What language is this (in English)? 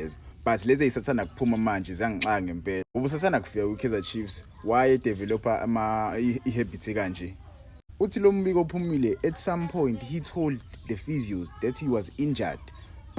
Zulu